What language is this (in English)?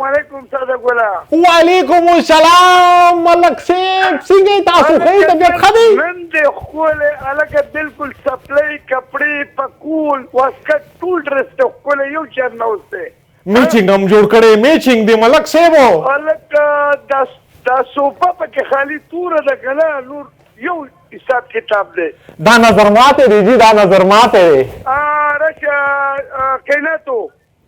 Pashto